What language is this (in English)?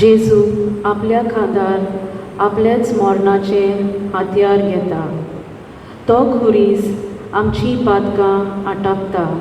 Konkani